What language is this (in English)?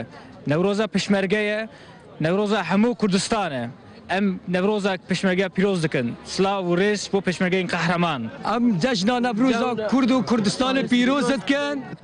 Kurdish